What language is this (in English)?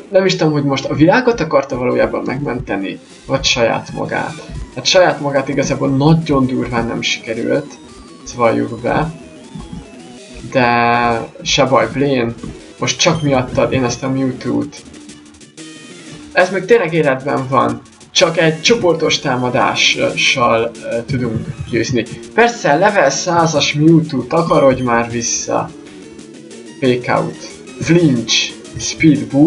Hungarian